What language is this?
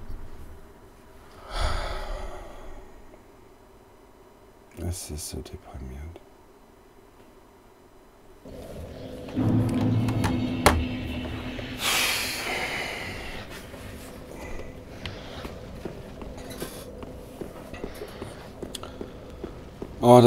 German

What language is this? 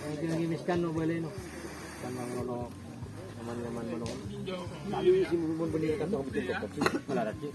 Madurese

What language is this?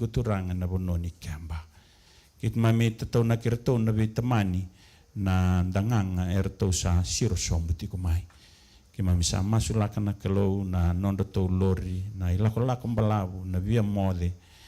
Fijian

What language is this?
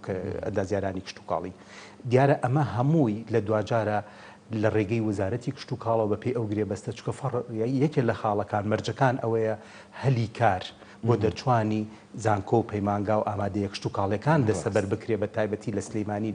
Central Kurdish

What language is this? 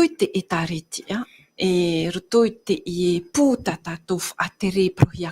Tahitian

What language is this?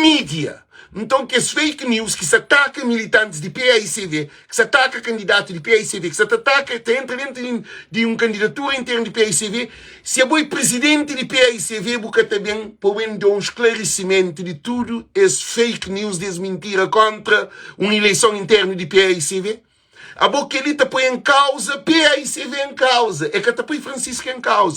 Kabuverdianu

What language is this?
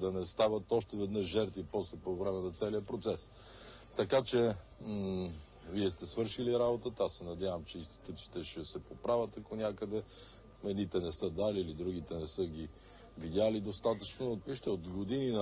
Bulgarian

